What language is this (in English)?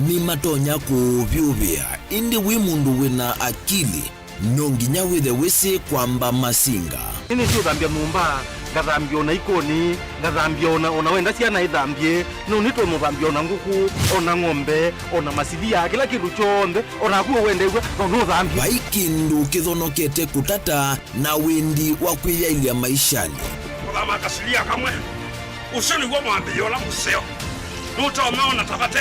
Kamba